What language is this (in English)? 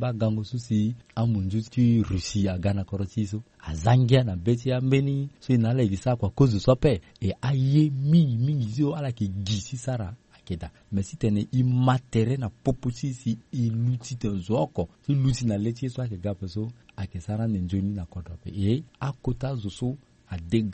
Sango